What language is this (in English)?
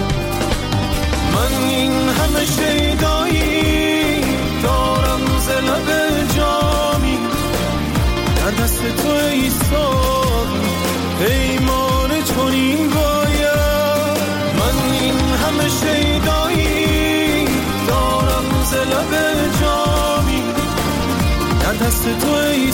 Persian